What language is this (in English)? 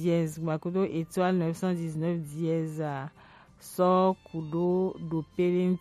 Gen